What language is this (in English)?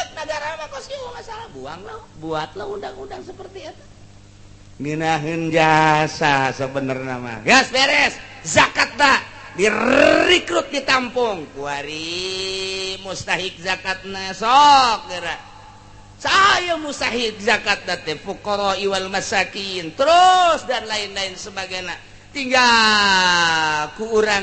Sundanese